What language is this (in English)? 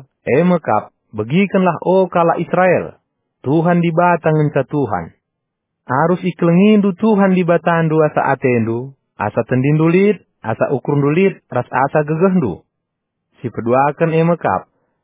Batak Karo